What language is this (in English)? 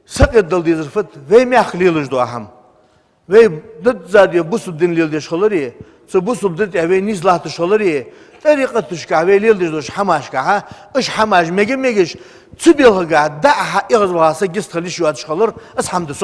Ingush